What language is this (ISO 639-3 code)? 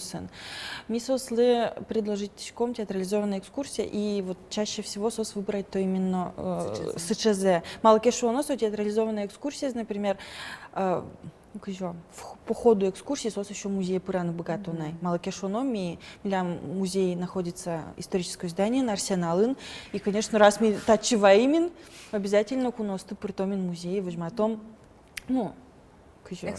udm